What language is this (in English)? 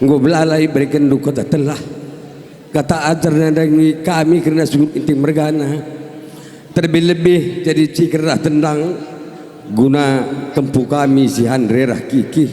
Batak Karo